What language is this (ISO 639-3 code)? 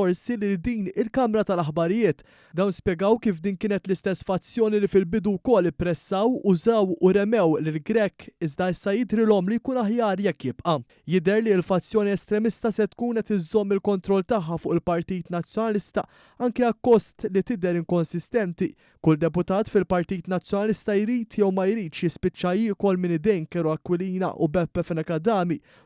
mlt